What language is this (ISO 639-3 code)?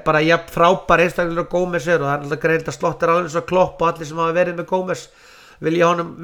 isl